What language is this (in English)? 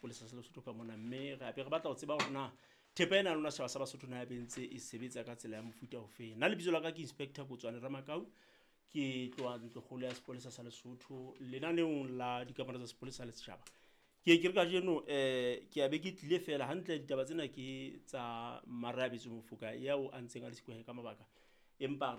Southern Sotho